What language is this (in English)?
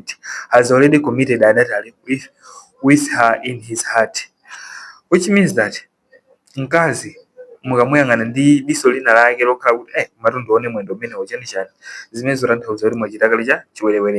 Nyanja